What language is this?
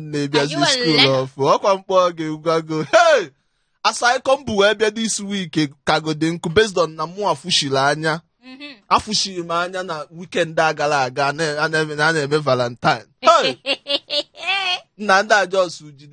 Igbo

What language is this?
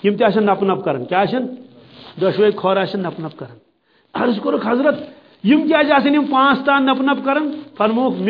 Kashmiri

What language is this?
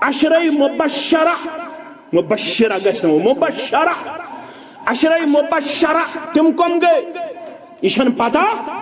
Kashmiri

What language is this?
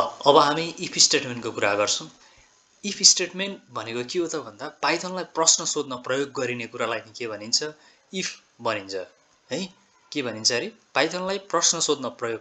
Nepali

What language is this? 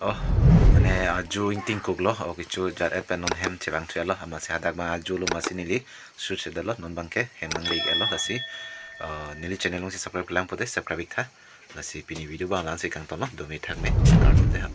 Karbi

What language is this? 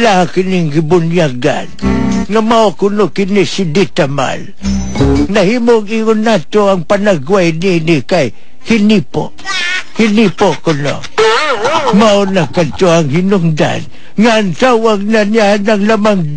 Cebuano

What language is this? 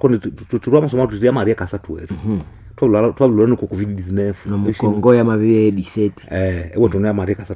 Nande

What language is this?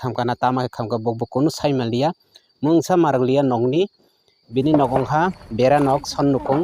Kok Borok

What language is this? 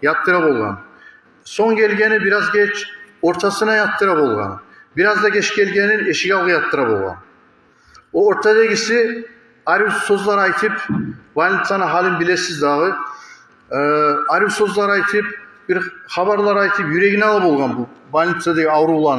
Kumyk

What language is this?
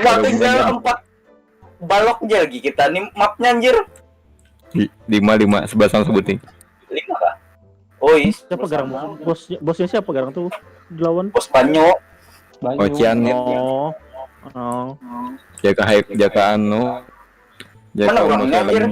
Banjar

